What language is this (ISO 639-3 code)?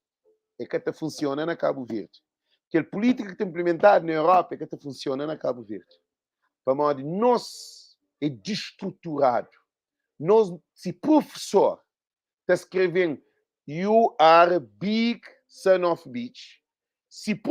kea